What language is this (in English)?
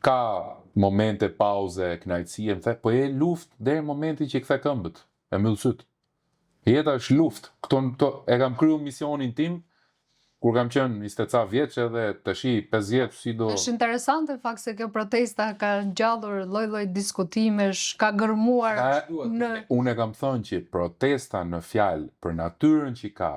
Albanian